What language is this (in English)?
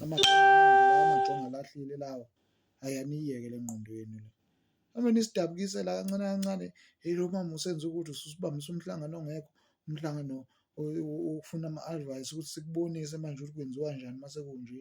Zulu